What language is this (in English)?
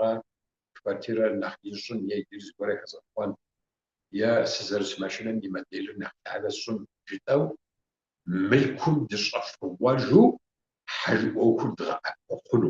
Kabardian